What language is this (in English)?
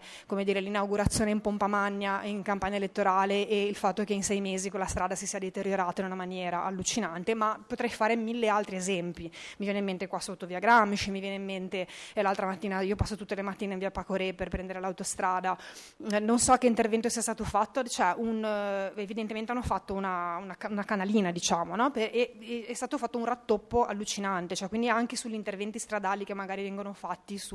Italian